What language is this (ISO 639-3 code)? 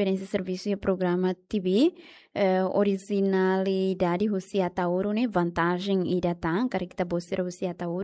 tet